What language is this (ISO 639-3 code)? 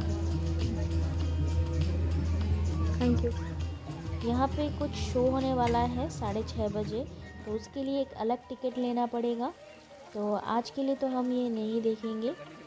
hin